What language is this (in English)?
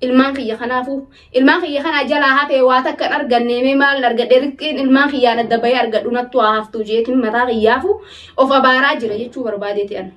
Oromo